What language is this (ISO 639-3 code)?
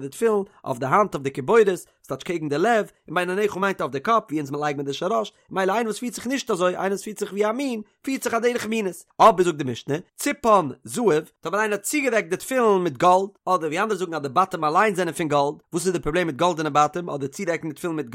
yid